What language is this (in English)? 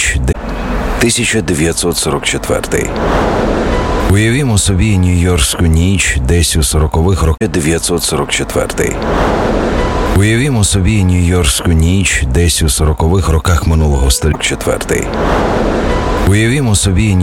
Ukrainian